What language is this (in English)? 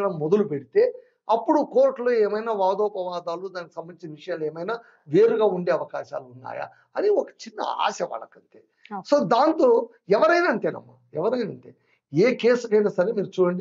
Telugu